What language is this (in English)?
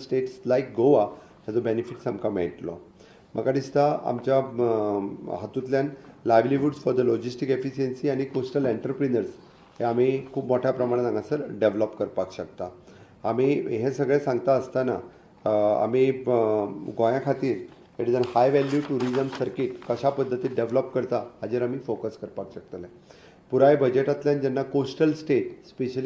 Konkani